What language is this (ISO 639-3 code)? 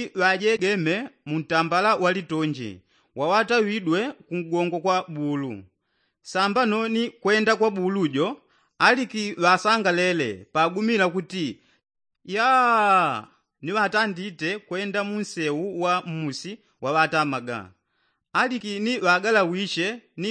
yao